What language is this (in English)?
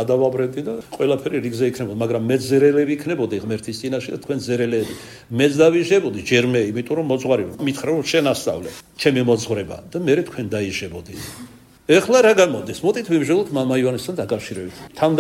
Georgian